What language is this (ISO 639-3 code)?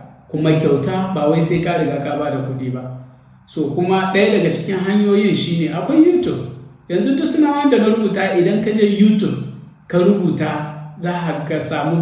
hau